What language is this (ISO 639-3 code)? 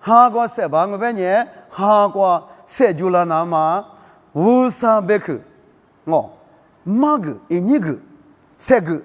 lis